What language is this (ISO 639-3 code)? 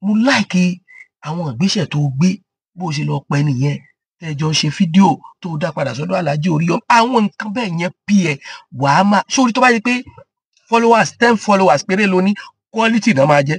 yor